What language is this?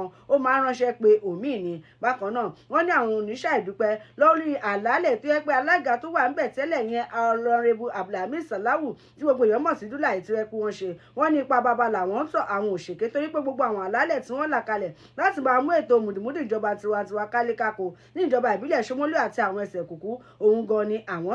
Yoruba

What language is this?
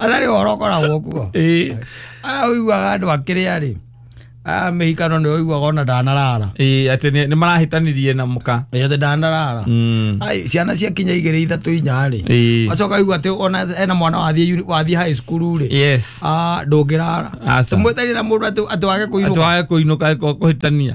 Kikuyu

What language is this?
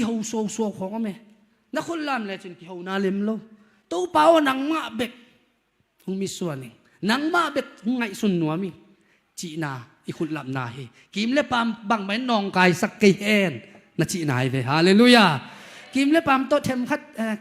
Tedim Chin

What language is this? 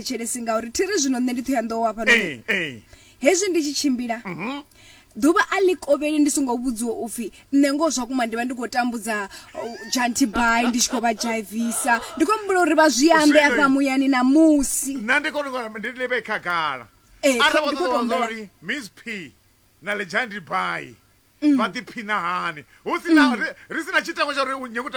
Venda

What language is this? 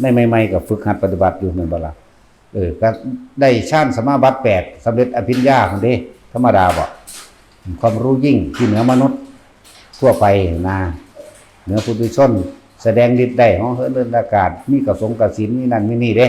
Northeastern Thai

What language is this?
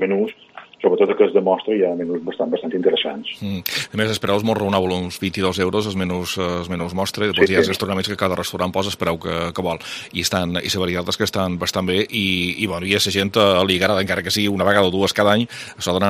Catalan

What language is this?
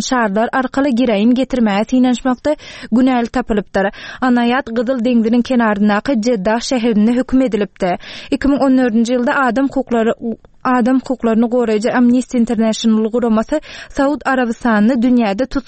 Turkmen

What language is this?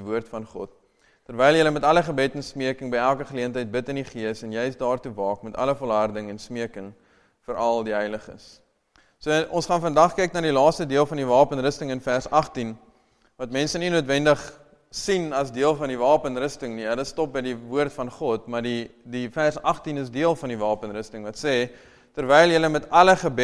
Afrikaans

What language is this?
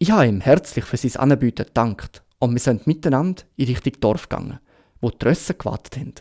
Swiss German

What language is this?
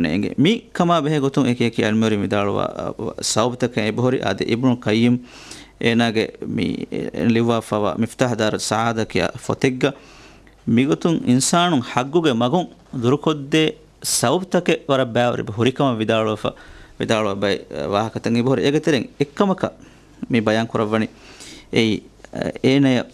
Divehi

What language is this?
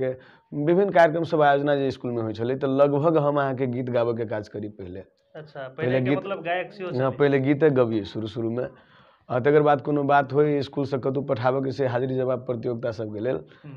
Maithili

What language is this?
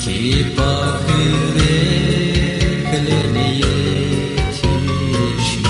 Gagauz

